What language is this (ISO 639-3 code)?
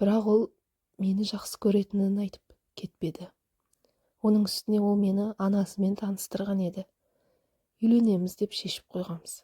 kaz